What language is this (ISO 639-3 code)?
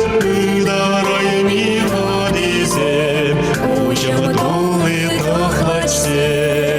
chv